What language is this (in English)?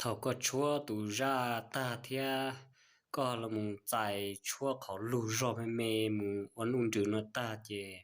Hmong